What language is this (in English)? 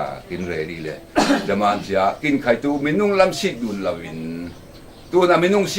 Falam Chin